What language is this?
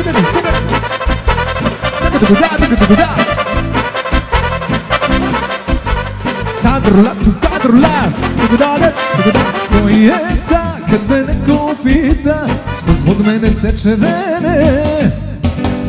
Serbian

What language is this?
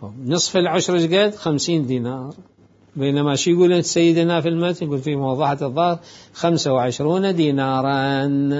Mesopotamian Arabic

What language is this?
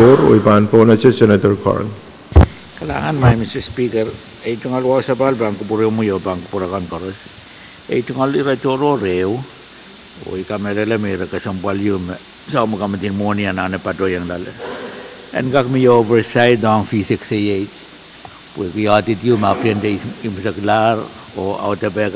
Pohnpeian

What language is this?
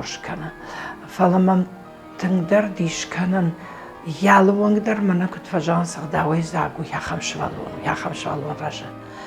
Ossetic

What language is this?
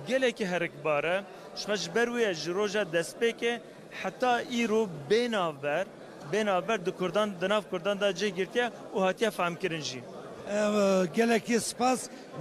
Kurdish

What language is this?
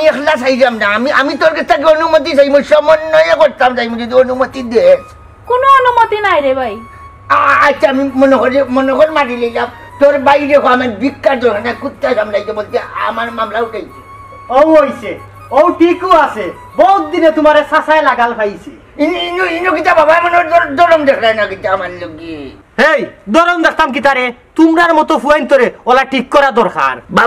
Sylheti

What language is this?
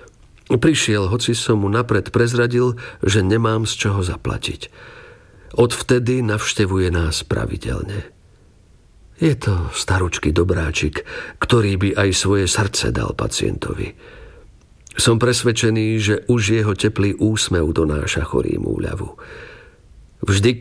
Slovak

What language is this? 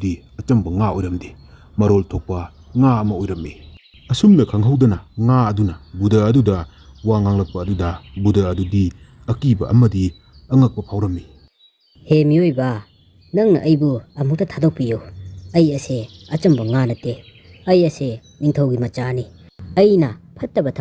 Manipuri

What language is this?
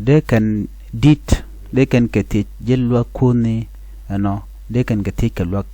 Nuer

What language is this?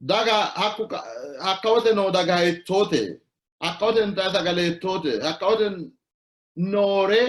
Sidamo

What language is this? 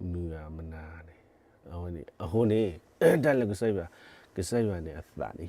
S'gaw Karen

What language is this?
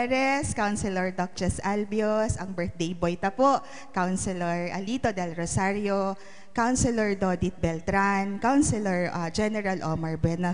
Bikol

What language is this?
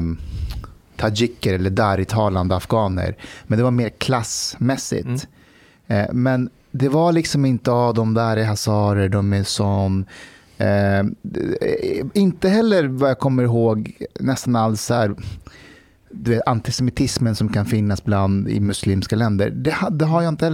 Swedish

